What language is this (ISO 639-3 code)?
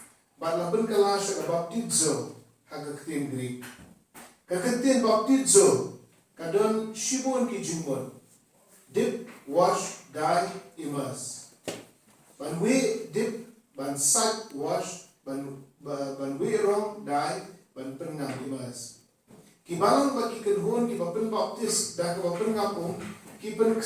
kha